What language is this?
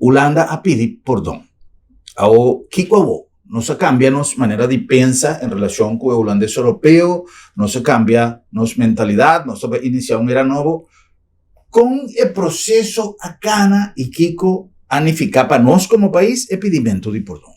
Papiamento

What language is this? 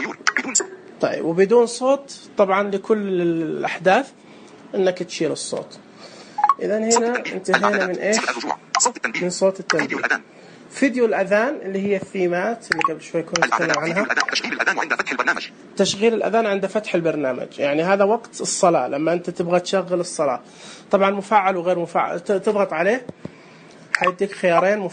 Najdi Arabic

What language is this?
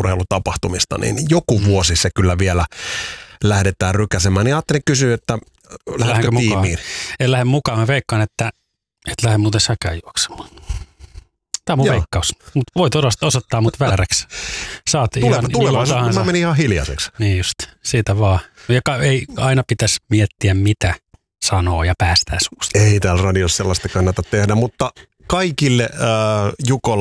Finnish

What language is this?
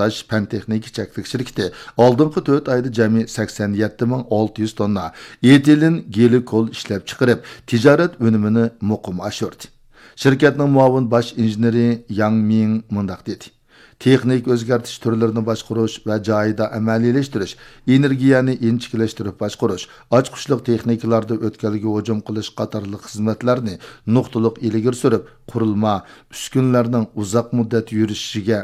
Uyghur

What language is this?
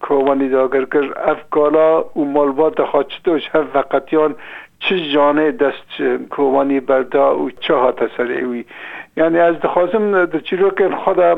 Kurdish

